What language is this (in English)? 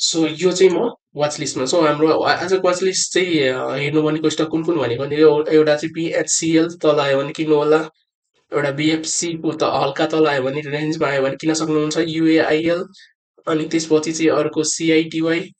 Nepali